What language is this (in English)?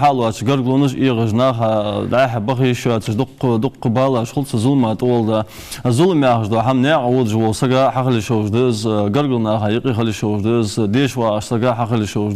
Ingush